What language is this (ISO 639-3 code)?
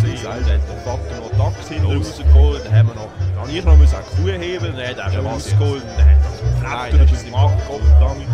gsw